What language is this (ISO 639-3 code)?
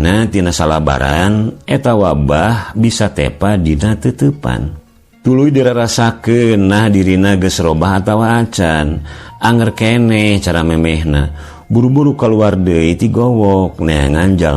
sun